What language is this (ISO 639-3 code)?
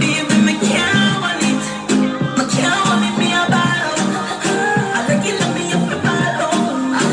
jam